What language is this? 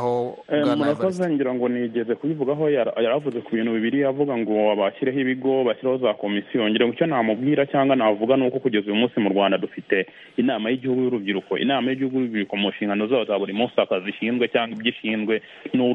Kinyarwanda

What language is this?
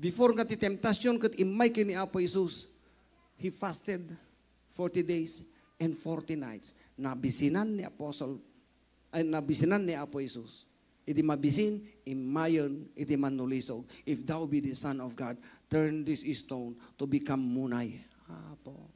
Iloko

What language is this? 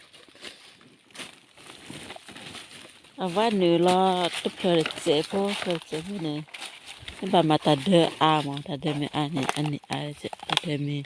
S'gaw Karen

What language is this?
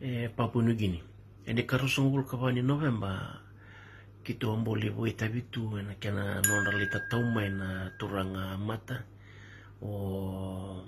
Fijian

